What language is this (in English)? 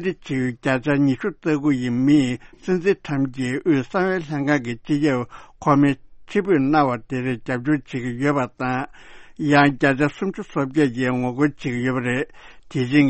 Tibetan